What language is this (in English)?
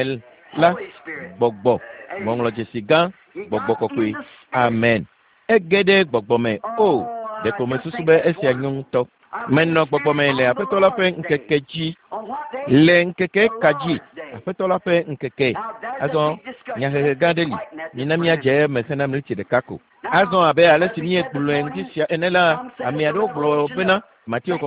Ewe